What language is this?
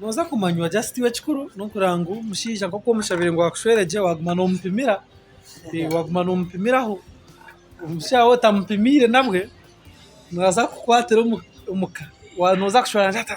Nyankole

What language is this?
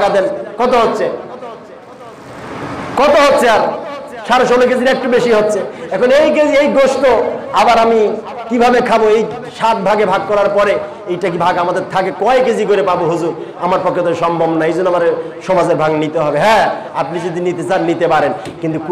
Bangla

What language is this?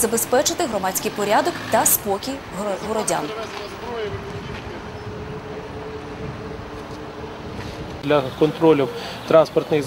Ukrainian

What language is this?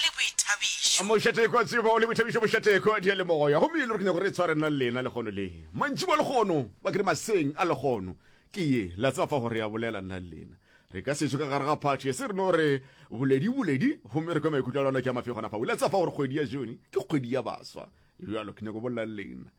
Northern Sotho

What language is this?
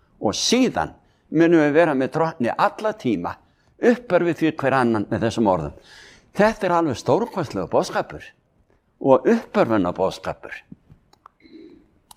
Icelandic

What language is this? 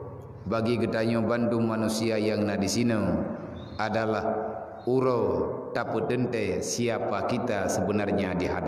Achinese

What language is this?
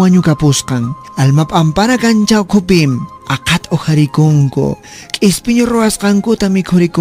Quechua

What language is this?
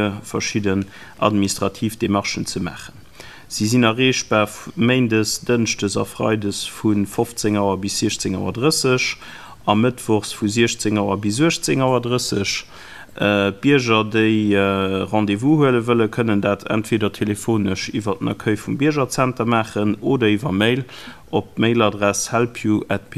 Luxembourgish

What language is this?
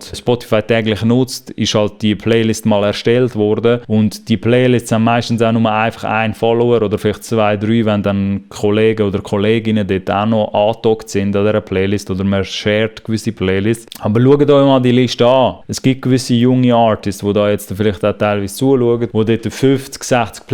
Swiss German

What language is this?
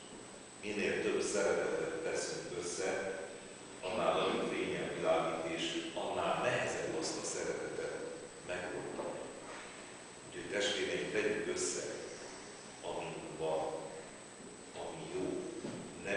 Hungarian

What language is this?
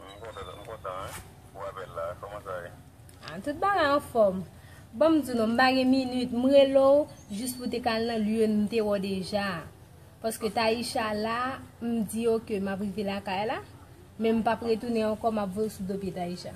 Haitian Creole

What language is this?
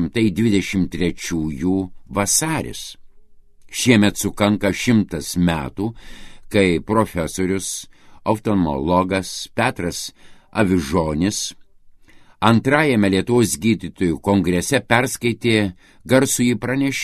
Lithuanian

